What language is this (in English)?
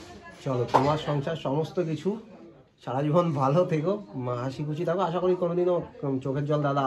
Bangla